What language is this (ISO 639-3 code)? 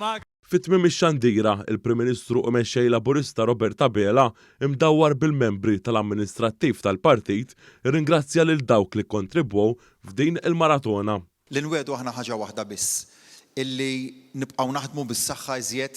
mlt